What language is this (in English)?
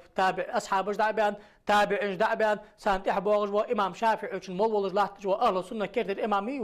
Ingush